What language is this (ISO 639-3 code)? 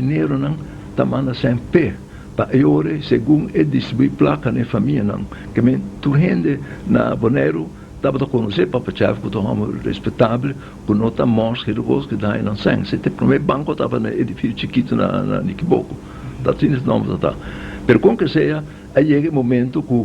pap